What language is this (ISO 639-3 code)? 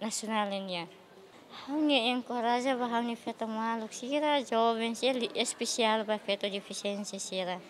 tet